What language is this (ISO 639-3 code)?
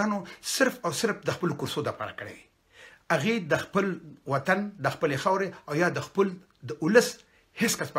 pus